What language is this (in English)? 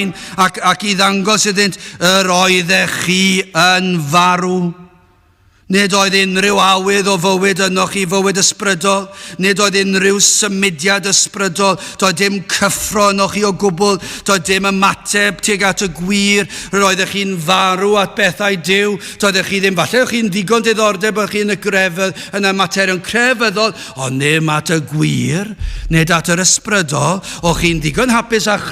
Welsh